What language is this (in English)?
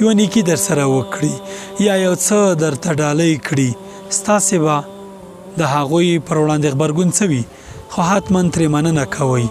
Pashto